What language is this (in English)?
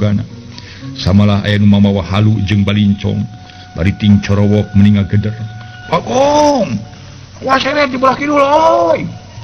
Sundanese